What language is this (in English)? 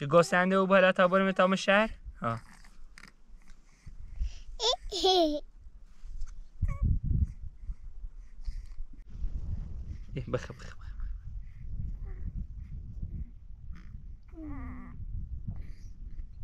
Persian